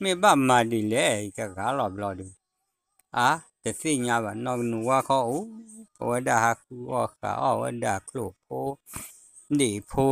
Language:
S'gaw Karen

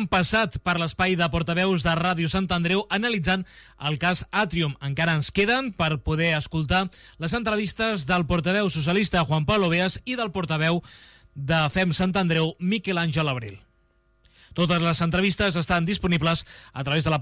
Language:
Catalan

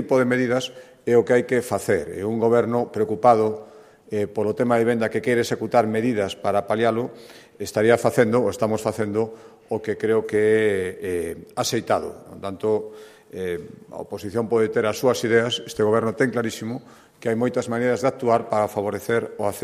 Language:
Galician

